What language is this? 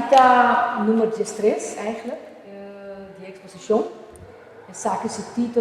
Papiamento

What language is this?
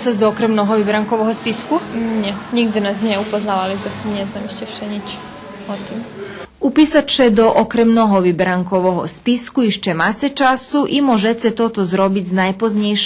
Rusyn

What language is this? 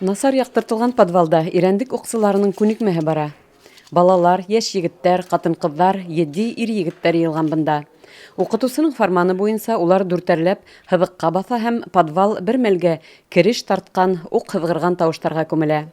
Bashkir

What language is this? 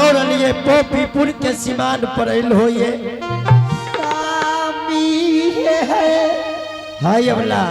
Angika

